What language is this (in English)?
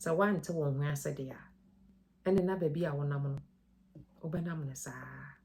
Akan